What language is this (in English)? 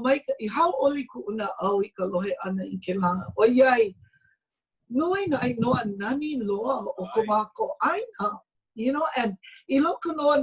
Hawaiian